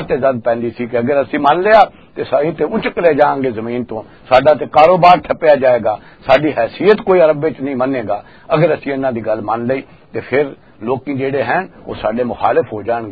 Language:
Western Panjabi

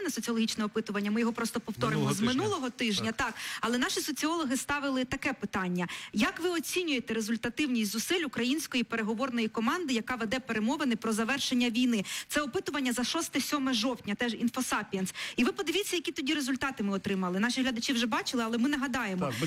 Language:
Ukrainian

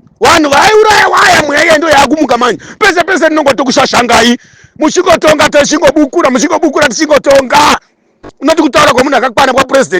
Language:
Shona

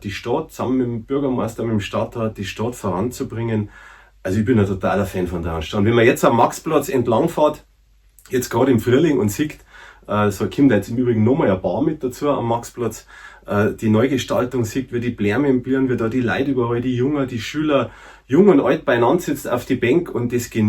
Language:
Bavarian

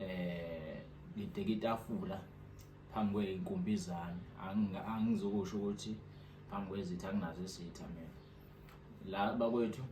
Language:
Zulu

